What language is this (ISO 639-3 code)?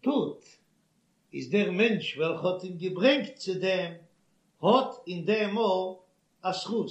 yid